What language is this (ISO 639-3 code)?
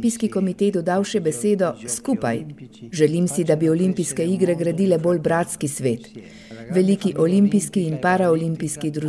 slv